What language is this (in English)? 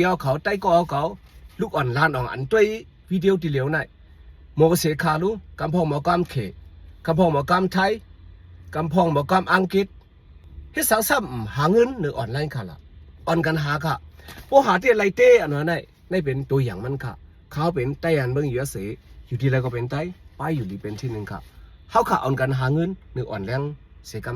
Shan